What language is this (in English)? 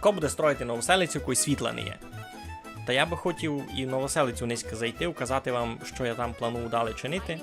Rusyn